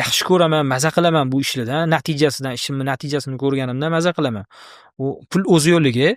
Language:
Uzbek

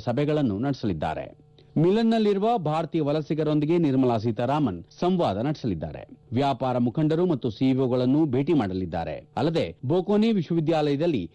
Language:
Kannada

